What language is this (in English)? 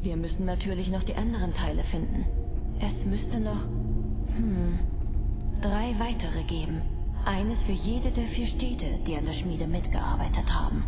Bavarian